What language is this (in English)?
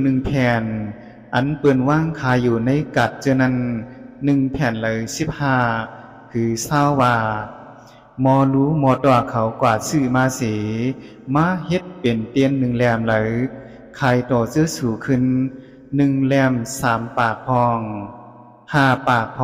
Shan